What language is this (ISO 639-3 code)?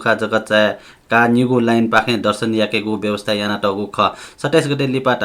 new